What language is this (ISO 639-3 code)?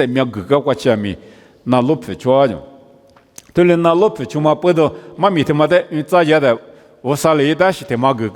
lis